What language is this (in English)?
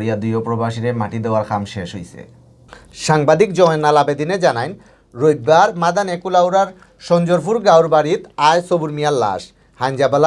Sylheti